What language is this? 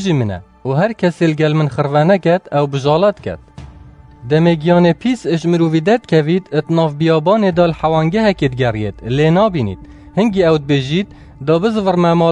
Kurdish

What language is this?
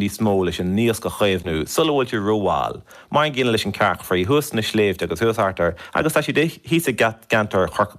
Irish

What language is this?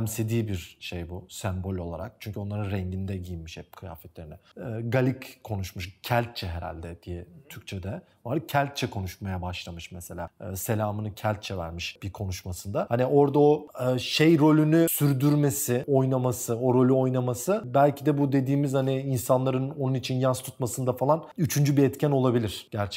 Turkish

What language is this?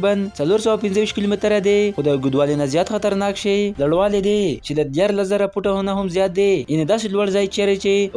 Pashto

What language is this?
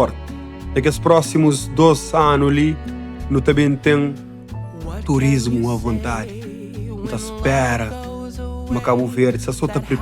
Kabuverdianu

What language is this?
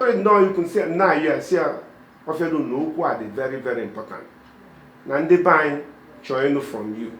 Igbo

